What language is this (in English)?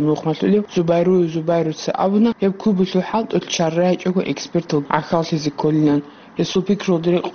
Avaric